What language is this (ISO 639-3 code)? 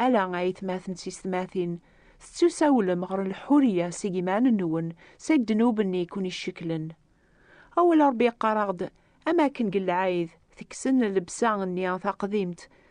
kab